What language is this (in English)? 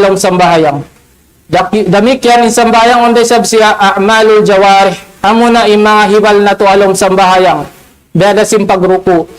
Tausug